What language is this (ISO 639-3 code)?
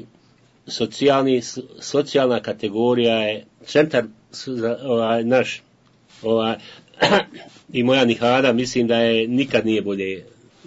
bos